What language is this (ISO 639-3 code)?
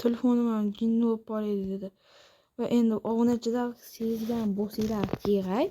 uzb